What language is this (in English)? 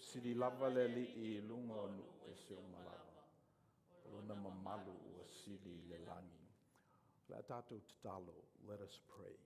Samoan